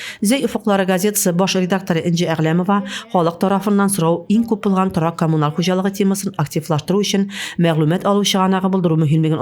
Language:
Tatar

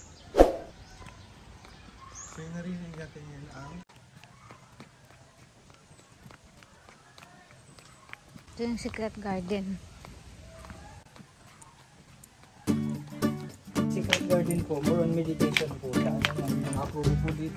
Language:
Filipino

